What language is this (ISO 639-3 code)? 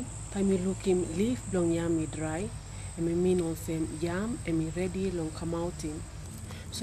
tpi